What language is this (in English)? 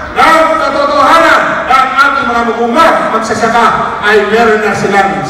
Filipino